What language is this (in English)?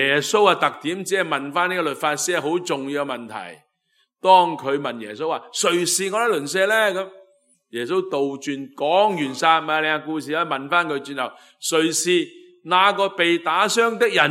Cantonese